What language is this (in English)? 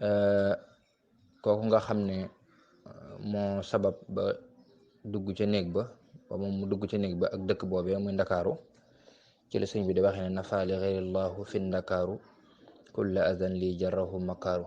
Wolof